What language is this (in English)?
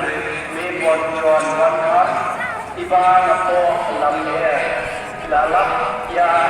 Khasi